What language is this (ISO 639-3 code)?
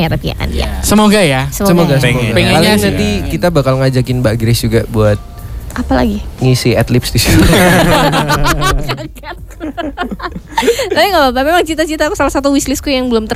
ind